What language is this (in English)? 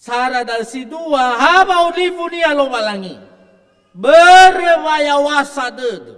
Nias